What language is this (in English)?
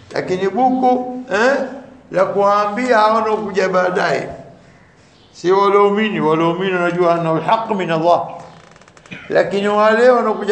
Swahili